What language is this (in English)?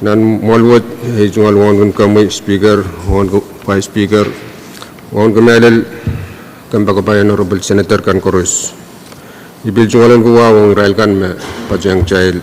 Pohnpeian